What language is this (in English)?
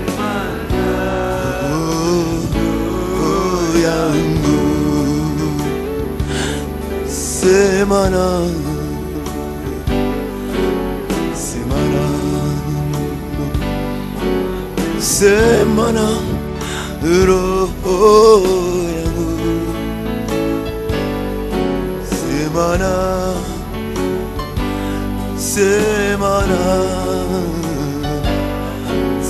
Swahili